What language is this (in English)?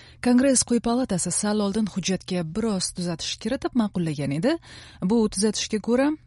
Uzbek